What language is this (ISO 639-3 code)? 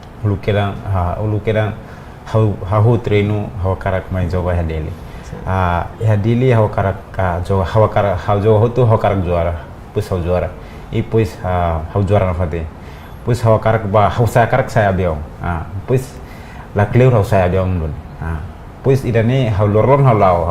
tet